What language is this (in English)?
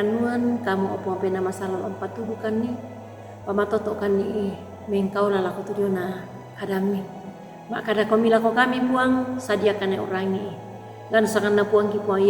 Toraja-Sa'dan